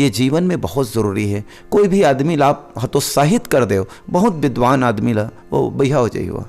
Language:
Chhattisgarhi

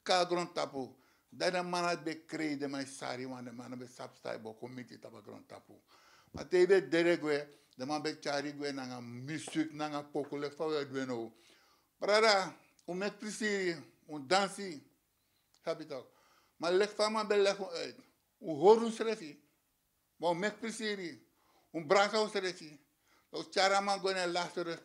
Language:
Sranan Tongo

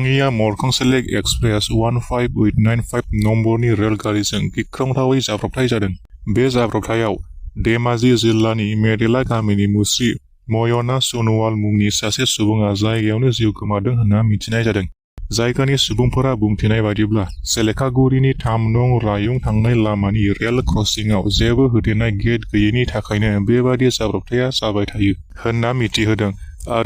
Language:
Bodo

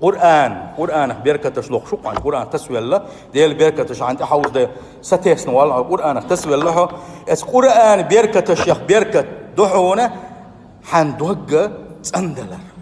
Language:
Chechen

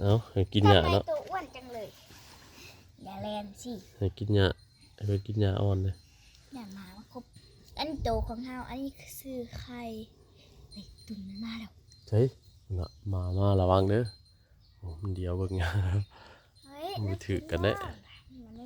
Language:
Northeastern Thai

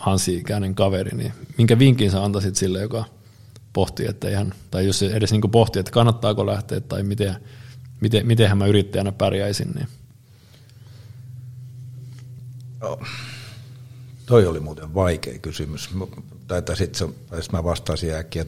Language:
Finnish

